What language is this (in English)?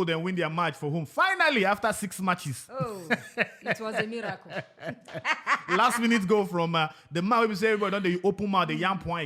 Nigerian Pidgin